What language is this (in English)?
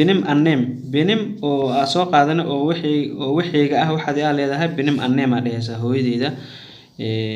Somali